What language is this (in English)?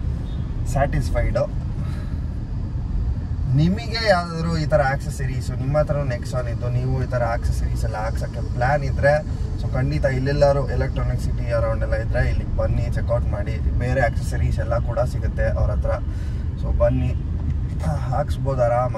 Kannada